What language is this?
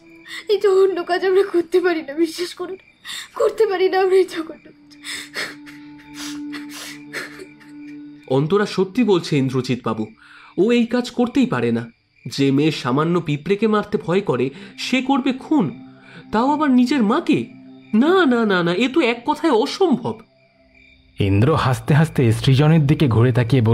Bangla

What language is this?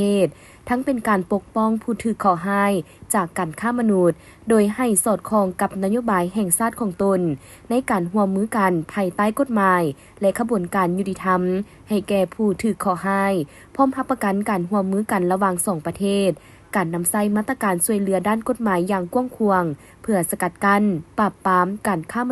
Lao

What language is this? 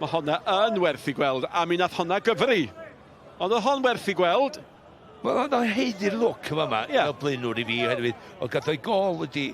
Welsh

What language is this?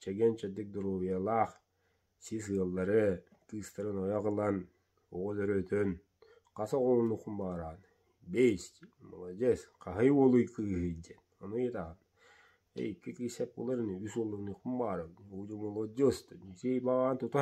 Yakut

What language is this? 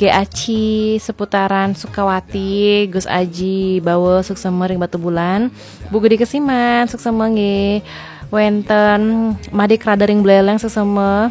Balinese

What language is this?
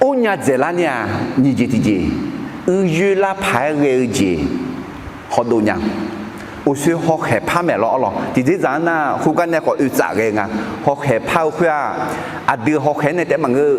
Akha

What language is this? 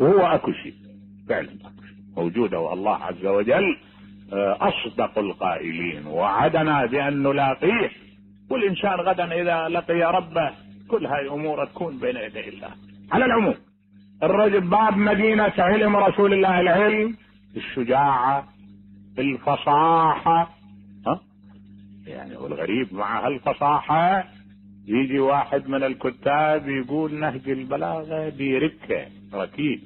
Mesopotamian Arabic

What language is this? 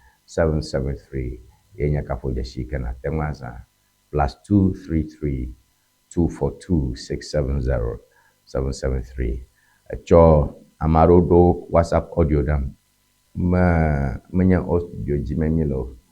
Ewe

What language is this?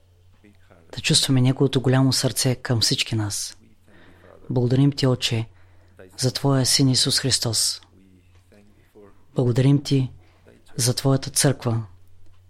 Bulgarian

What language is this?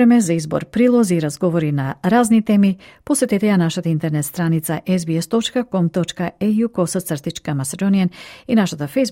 Macedonian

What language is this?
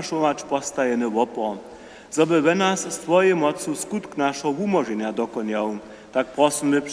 Upper Sorbian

